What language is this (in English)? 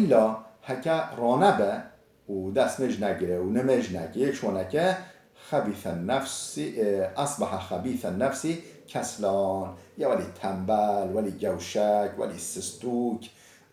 Kurdish